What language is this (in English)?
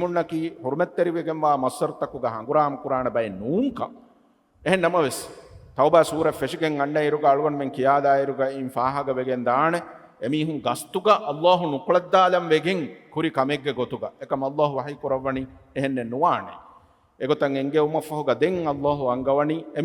Divehi